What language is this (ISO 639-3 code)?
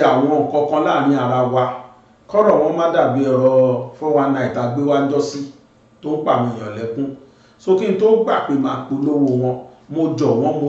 yor